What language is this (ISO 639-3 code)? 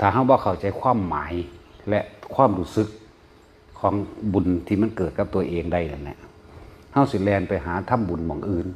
tts